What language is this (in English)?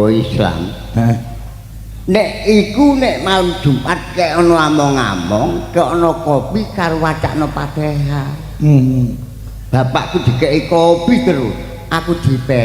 Javanese